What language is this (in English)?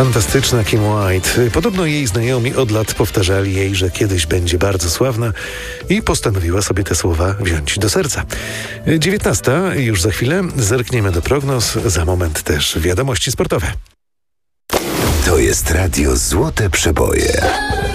Polish